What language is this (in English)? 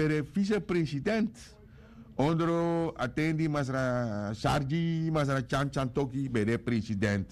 Sranan Tongo